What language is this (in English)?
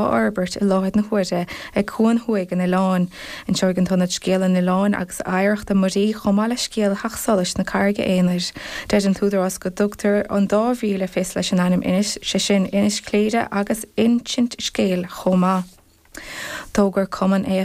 Irish